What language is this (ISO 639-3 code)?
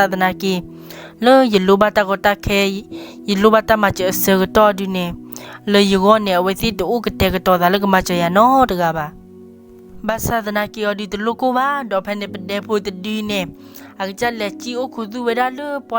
ksw